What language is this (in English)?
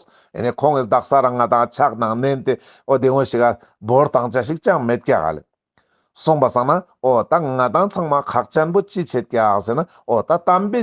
Ladakhi